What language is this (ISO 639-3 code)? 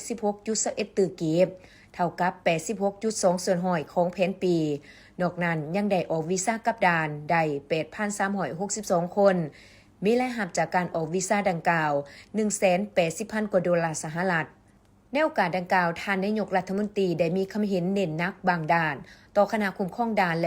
lao